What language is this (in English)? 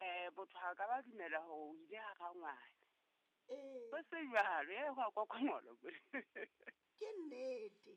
Southern Sotho